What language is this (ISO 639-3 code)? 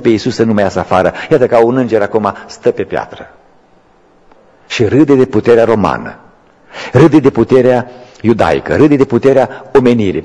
ron